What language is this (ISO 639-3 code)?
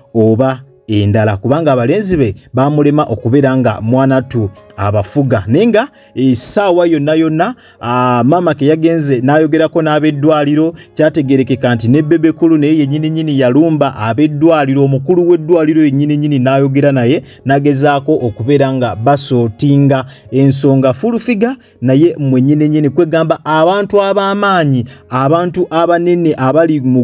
lug